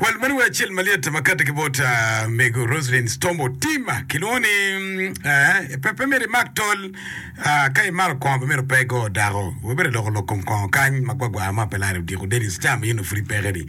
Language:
Acoli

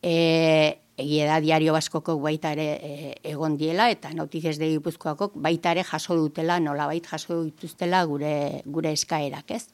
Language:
Basque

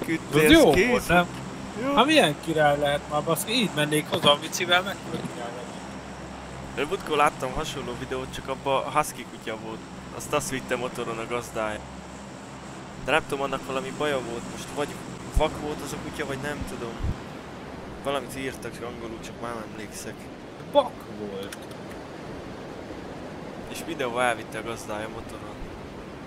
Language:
Hungarian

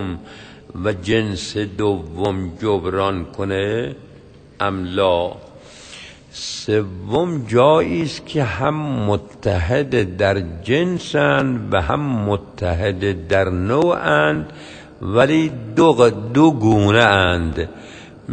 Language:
Persian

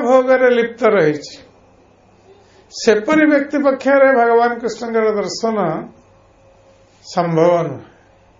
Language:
Odia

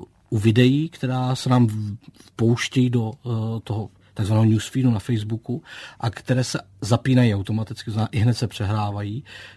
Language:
Czech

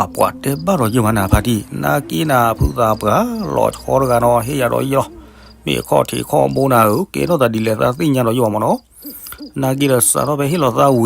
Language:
S'gaw Karen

